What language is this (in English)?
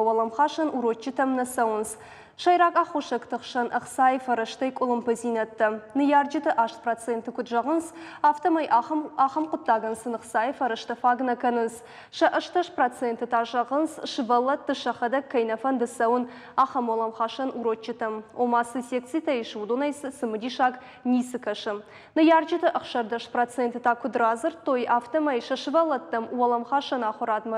Ossetic